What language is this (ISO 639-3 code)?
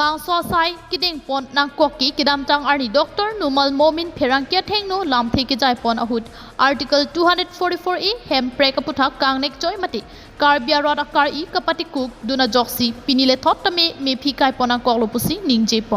mjw